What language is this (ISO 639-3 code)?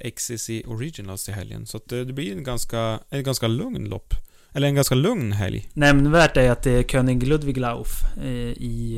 swe